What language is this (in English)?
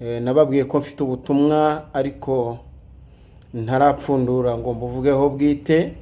Kinyarwanda